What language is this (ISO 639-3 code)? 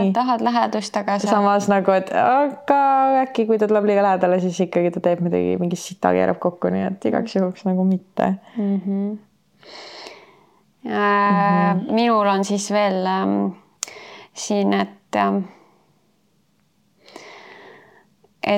est